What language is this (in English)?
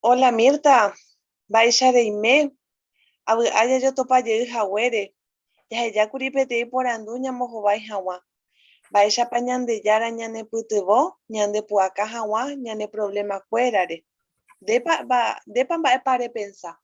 Guarani